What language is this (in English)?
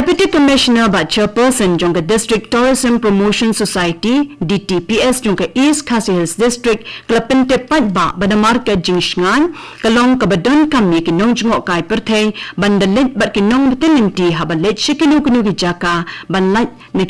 Khasi